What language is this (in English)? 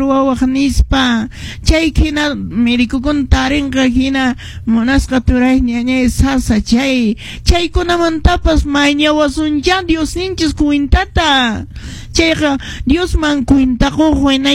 Quechua